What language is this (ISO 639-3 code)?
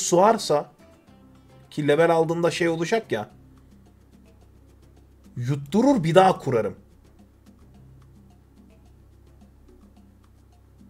tur